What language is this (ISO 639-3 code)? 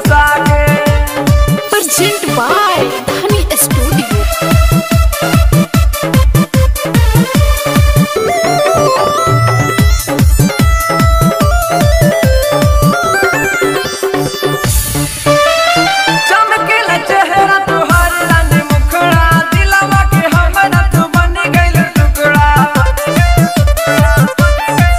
bho